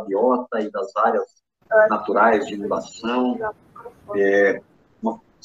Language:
Portuguese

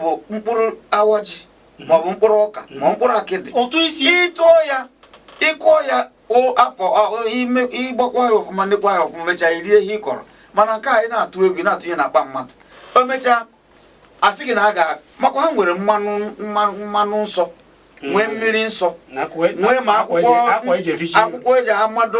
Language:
Igbo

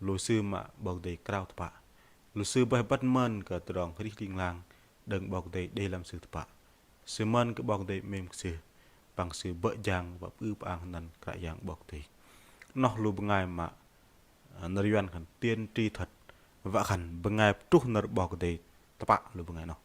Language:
Bahnar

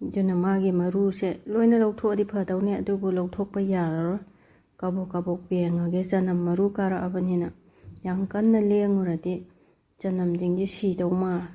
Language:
Manipuri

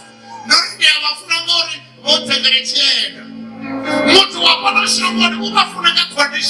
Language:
Venda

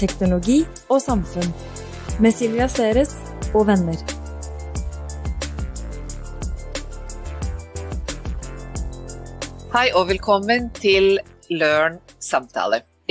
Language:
Norwegian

